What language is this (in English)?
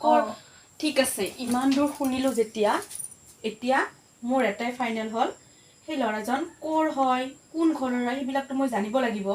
Assamese